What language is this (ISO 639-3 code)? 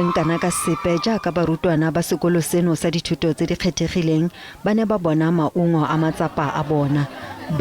tsn